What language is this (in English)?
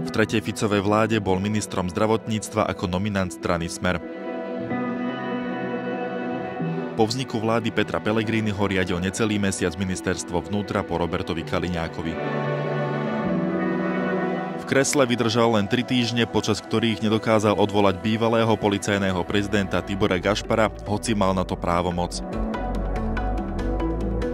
Slovak